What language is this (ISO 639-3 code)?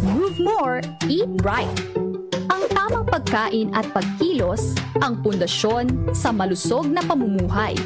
bik